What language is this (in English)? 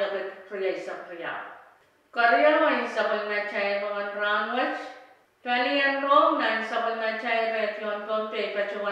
Pohnpeian